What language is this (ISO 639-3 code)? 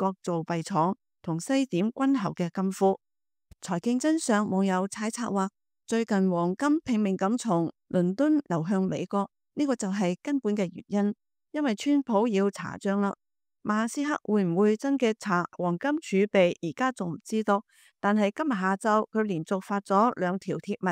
yue